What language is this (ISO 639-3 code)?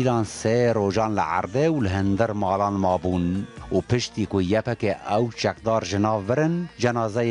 kur